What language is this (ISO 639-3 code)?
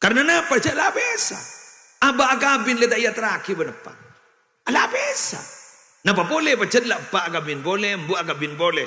mad